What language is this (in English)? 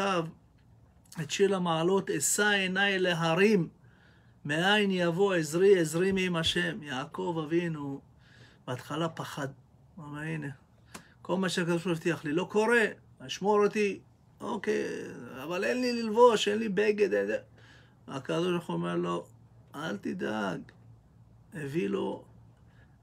Hebrew